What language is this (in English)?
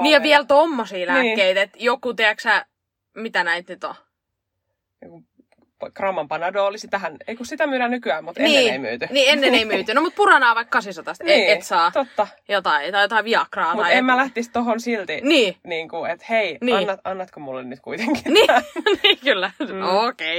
Finnish